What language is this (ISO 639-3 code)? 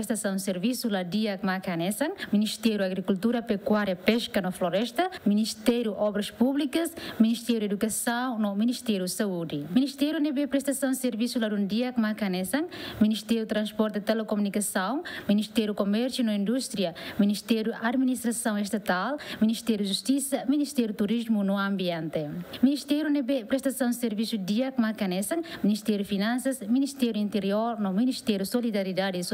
tet